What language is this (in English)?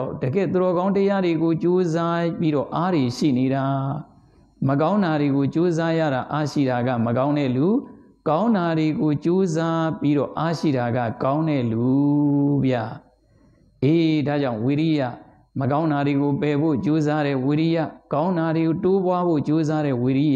Burmese